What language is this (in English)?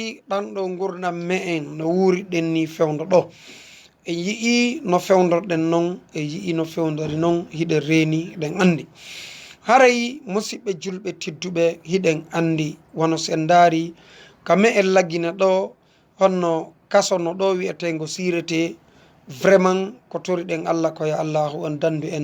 Fula